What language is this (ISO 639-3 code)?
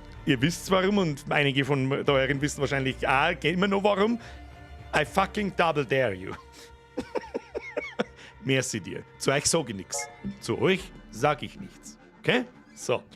bar